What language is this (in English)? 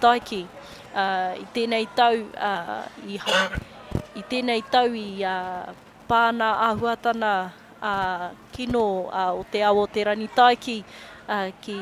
Māori